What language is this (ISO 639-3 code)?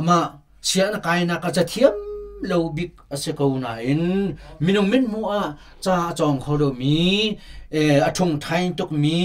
cnh